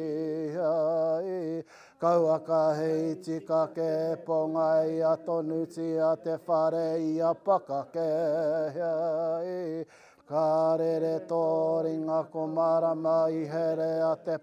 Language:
Māori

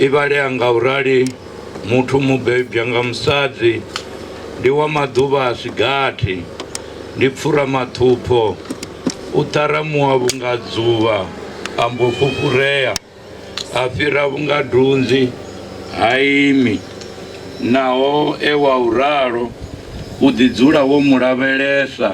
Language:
Venda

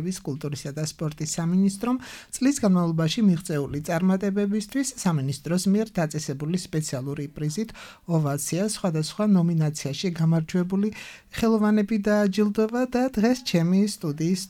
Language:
Georgian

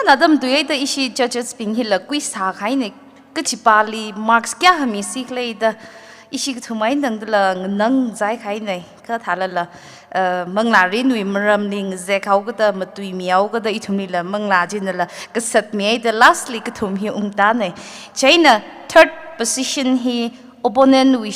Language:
Tangkhul Naga (India)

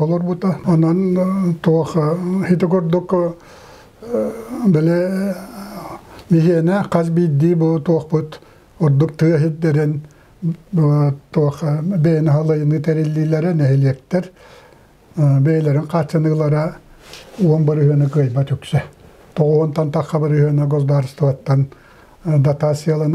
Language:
Yakut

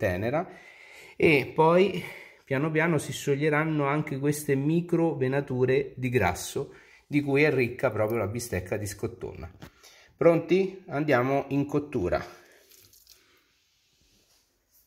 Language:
Italian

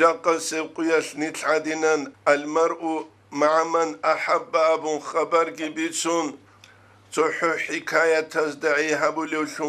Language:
Avaric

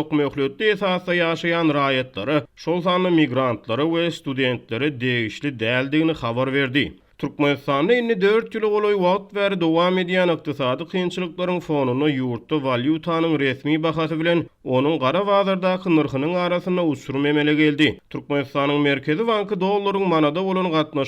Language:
Turkmen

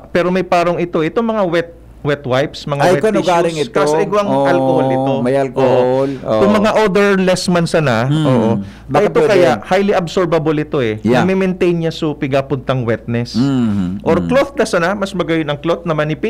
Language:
Bikol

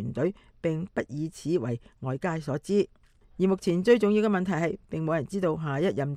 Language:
Cantonese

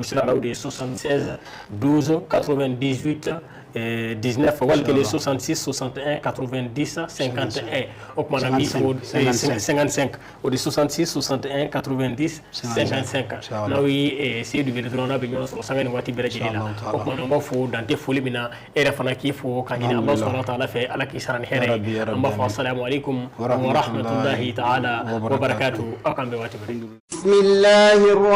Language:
Bambara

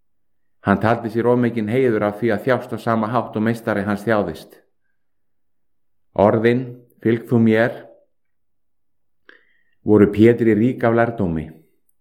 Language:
Icelandic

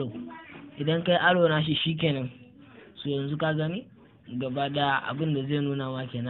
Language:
Hausa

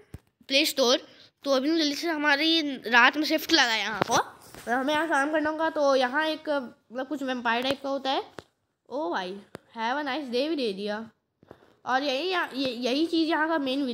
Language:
Hindi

